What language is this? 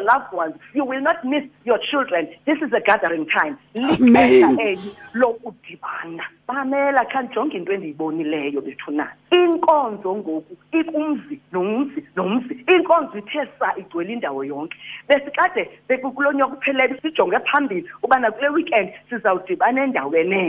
Xhosa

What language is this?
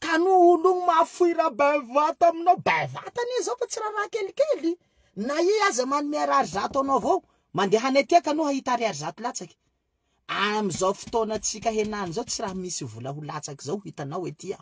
Malagasy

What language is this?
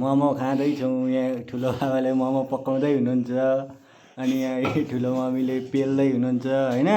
Nepali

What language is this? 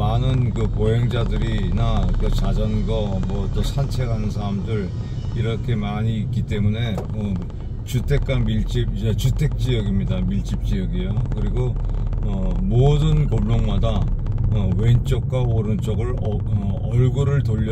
Korean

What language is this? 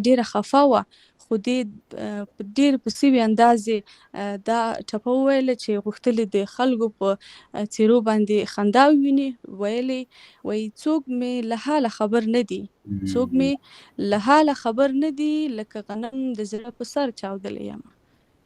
Pashto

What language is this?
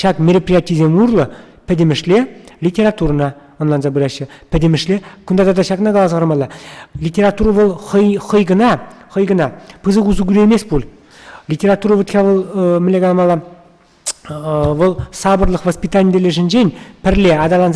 Chuvash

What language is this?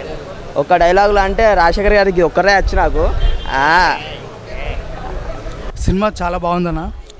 Telugu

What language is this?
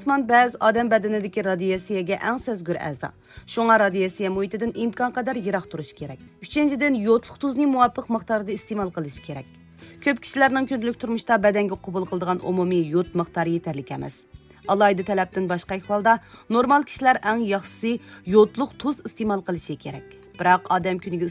Uyghur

